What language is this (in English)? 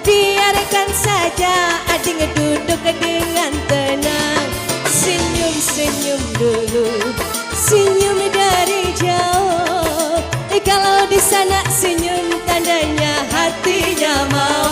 Banjar